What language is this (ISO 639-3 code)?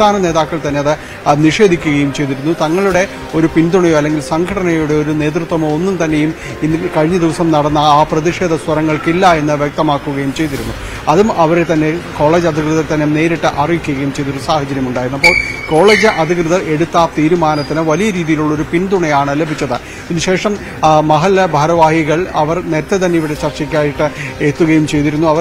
mal